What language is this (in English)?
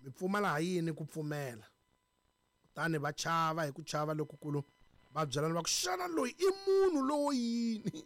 Tsonga